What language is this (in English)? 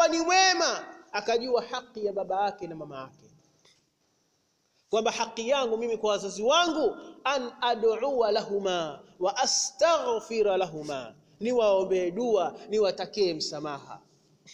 Swahili